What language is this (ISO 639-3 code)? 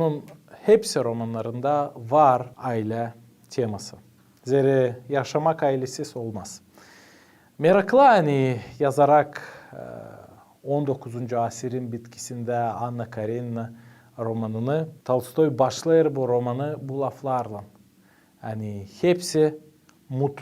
gag